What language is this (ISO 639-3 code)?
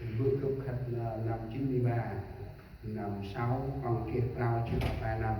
cmo